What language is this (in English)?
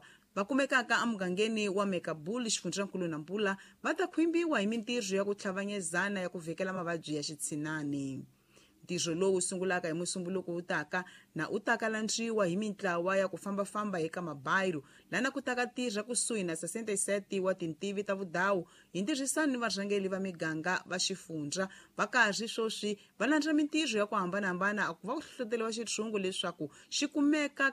Tsonga